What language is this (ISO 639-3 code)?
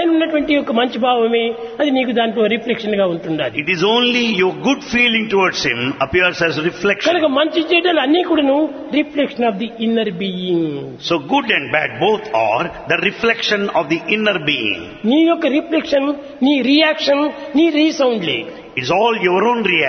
tel